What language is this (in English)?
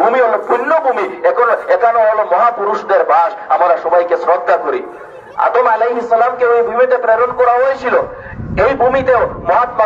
Bangla